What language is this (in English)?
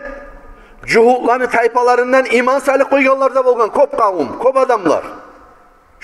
Kumyk